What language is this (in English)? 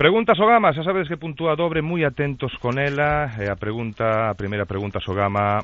Galician